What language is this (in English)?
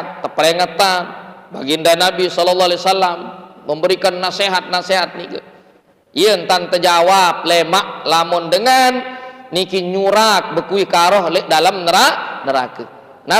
Sasak